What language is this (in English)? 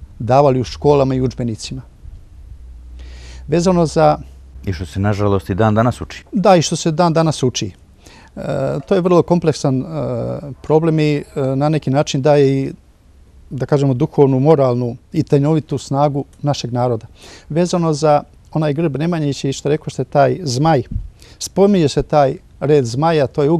Serbian